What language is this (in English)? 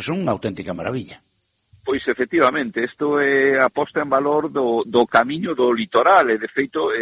Galician